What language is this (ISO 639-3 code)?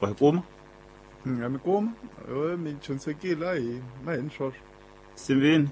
tso